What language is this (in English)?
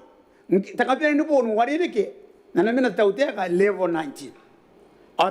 Gilbertese